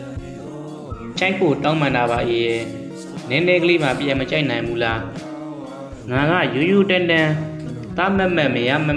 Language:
Burmese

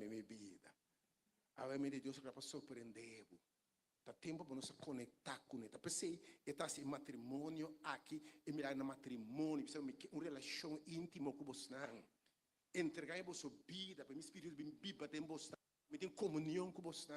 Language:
Papiamento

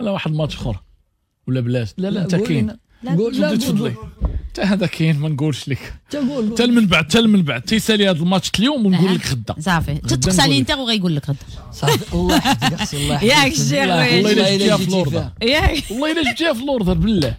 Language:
Moroccan Arabic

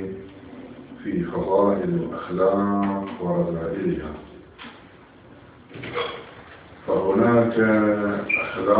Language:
Arabic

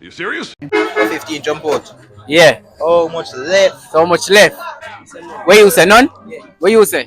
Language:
Jamaican Creole English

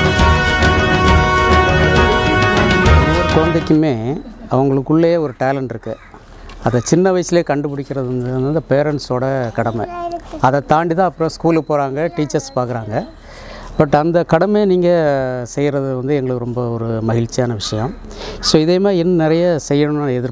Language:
Tamil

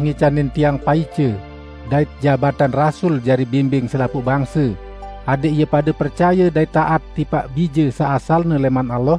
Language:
Sasak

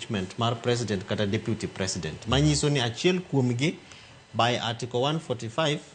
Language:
Luo (Kenya and Tanzania)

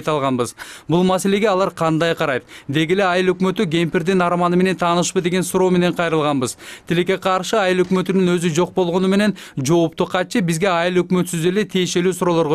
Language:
Kyrgyz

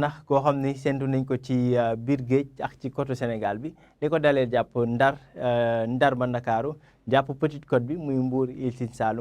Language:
Wolof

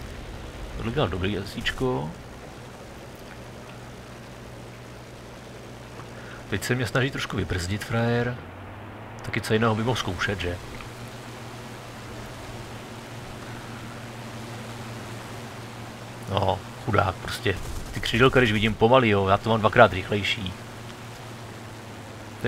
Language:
Czech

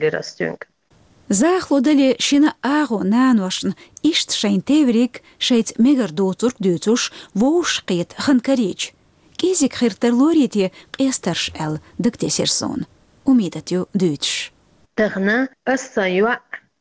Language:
Chechen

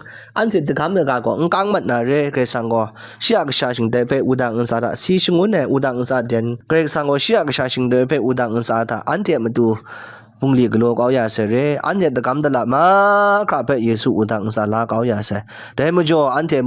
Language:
Kachin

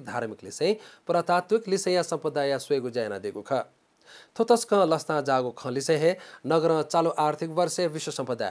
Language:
Newari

